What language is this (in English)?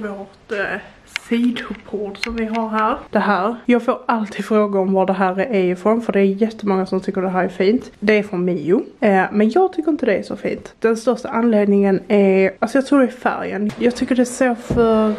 Swedish